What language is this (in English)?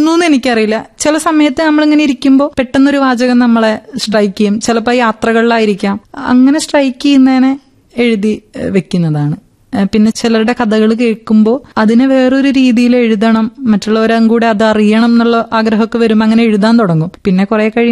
Malayalam